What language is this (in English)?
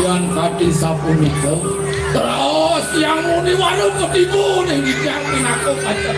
Balinese